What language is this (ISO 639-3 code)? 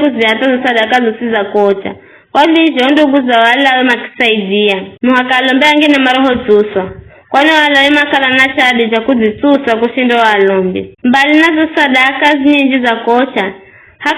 nyf